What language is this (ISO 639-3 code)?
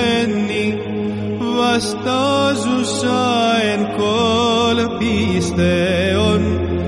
srp